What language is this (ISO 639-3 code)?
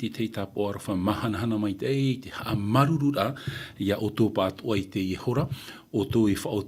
tah